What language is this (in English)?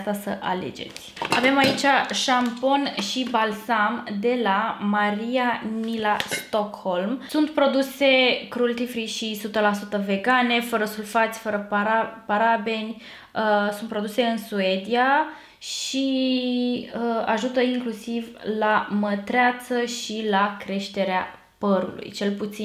Romanian